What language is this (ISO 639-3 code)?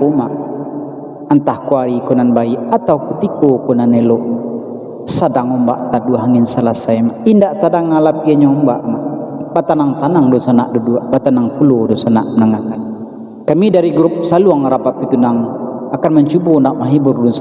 min